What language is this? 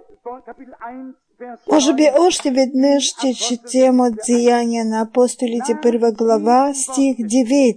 Bulgarian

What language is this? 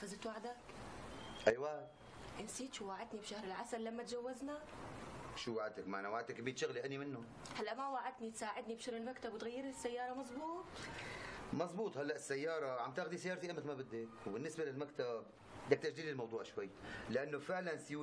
North Levantine Arabic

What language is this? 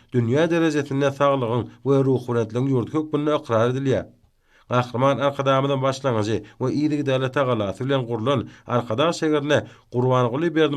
Turkmen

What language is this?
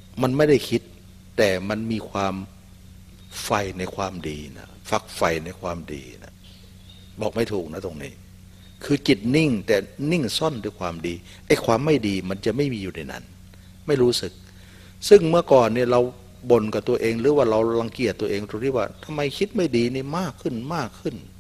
Thai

